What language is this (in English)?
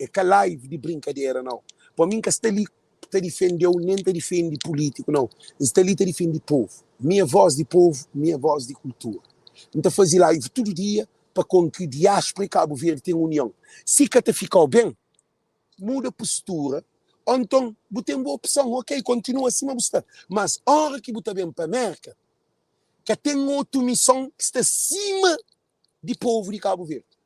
Kabuverdianu